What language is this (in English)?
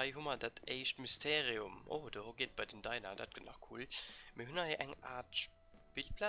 Luxembourgish